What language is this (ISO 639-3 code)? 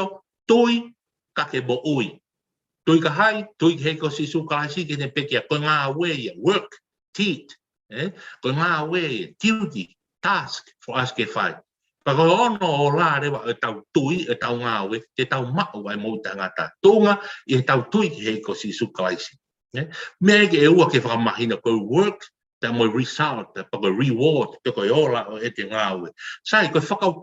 ton